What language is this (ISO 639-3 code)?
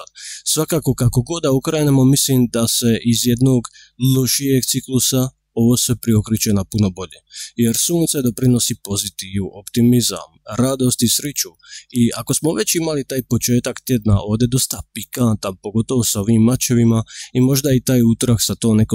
hrv